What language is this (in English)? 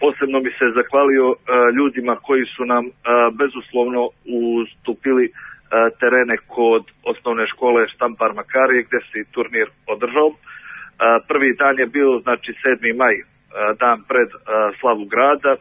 Serbian